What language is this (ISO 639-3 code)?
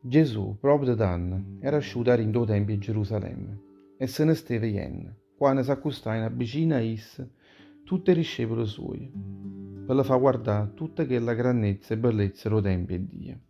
nap